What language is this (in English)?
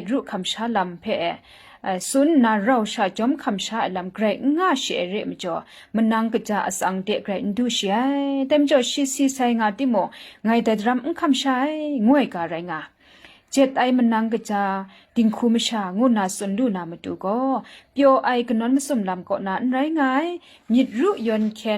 Kachin